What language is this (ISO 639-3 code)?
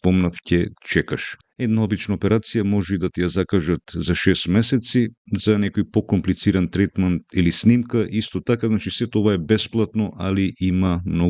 mkd